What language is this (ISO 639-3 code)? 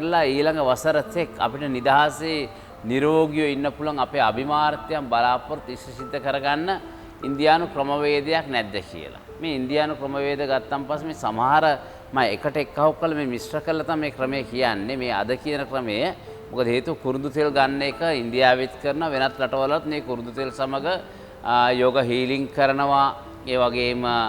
sin